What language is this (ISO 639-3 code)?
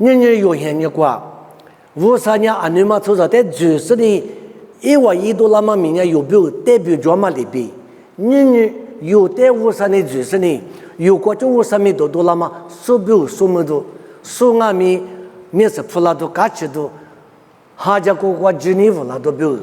lis